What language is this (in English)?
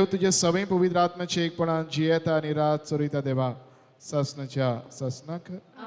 Konkani